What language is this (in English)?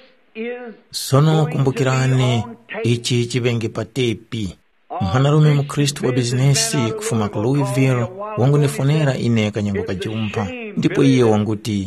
Tumbuka